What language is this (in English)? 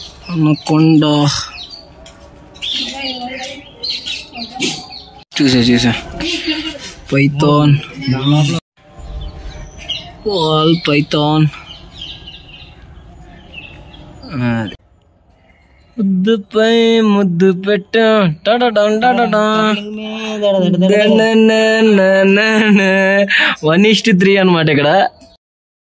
Telugu